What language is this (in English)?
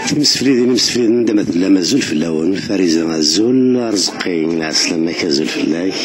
Kabyle